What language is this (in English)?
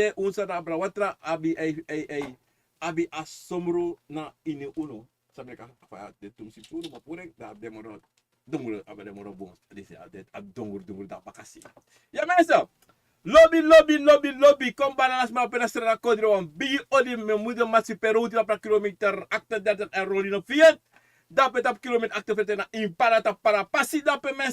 Sranan Tongo